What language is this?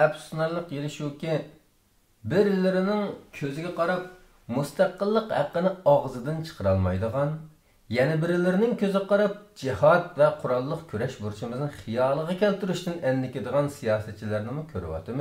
Uyghur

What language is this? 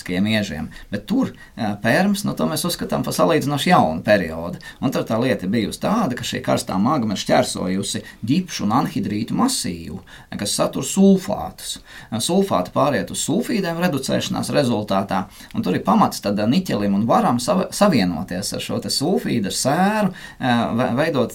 Latvian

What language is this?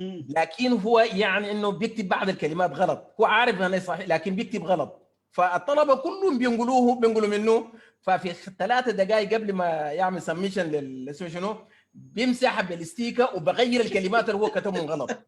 Sudanese Arabic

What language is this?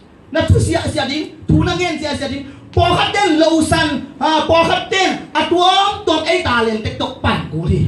Tedim Chin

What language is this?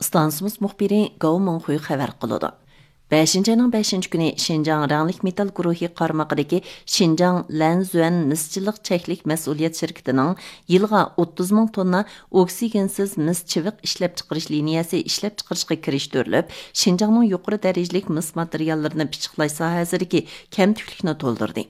Uyghur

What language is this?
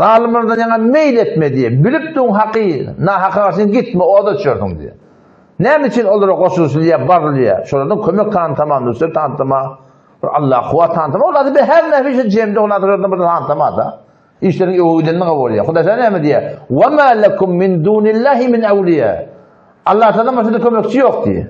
Turkmen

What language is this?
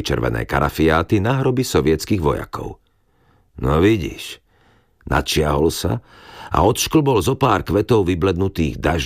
Slovak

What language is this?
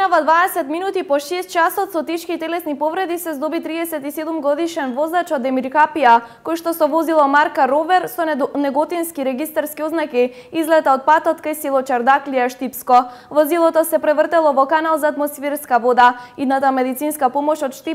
Macedonian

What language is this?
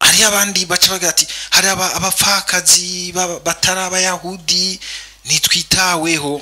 Rundi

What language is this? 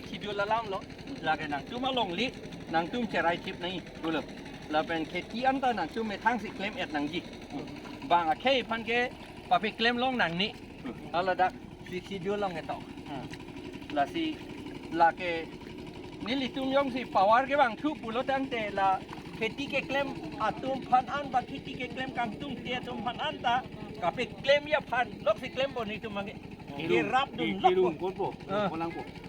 Karbi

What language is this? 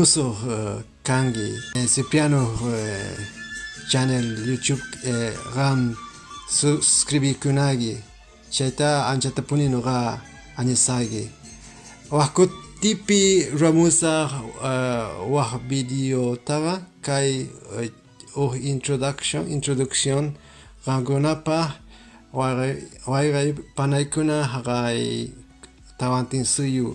Quechua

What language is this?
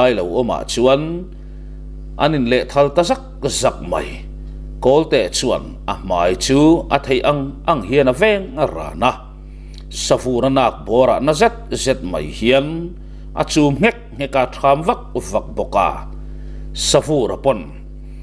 Mizo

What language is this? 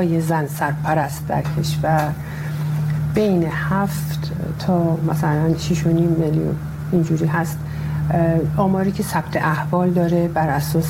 Persian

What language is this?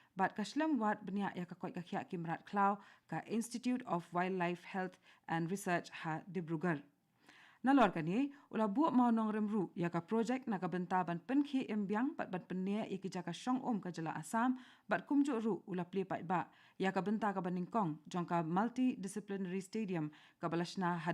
Khasi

